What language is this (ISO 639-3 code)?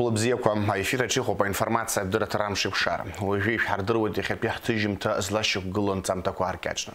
abk